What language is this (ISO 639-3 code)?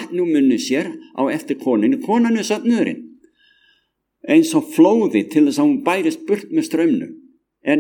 isl